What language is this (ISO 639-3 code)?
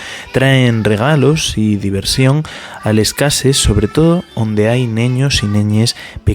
ast